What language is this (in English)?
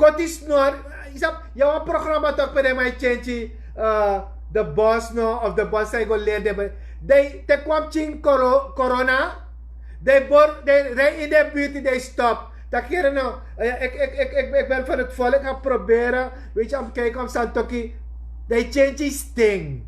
Sranan Tongo